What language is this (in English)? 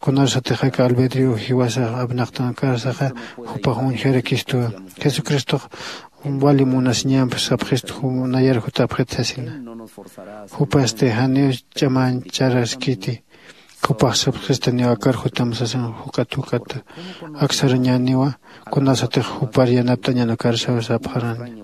Aymara